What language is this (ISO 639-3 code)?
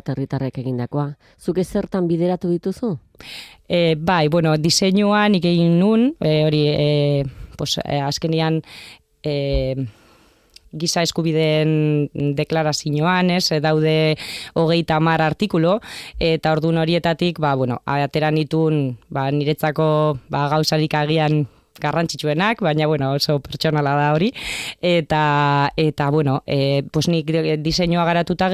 eus